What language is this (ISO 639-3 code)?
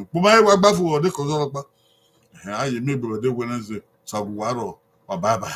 bin